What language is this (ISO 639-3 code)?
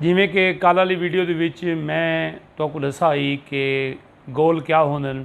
skr